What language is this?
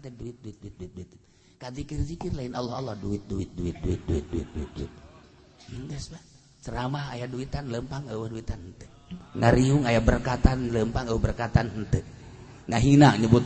Sundanese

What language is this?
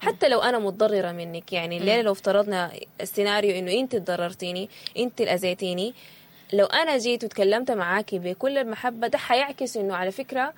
Sudanese Arabic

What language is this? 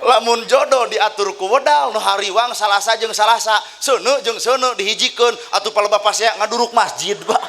Sundanese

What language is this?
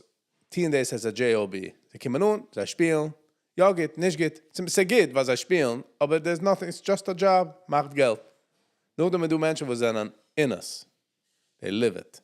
Yiddish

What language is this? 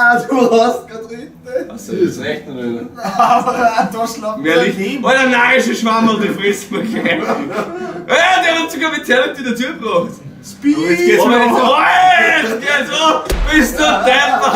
Bavarian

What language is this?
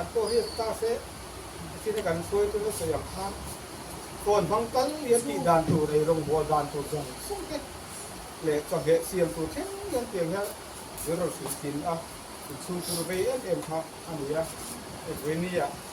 Mizo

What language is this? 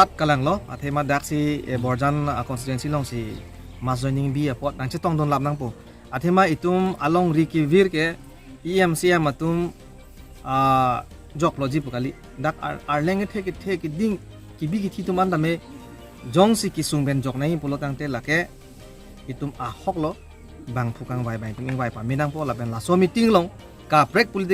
Karbi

